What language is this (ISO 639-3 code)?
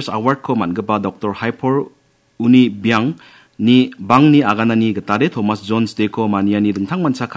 grt